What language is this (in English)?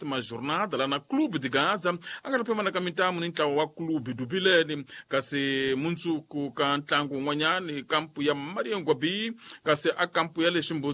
Tsonga